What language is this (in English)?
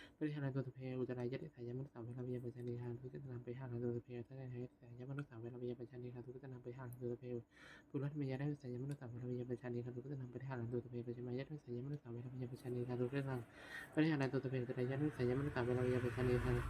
Pali